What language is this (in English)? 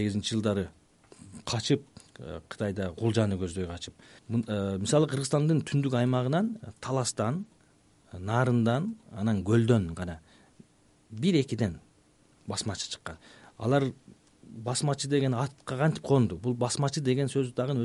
Kyrgyz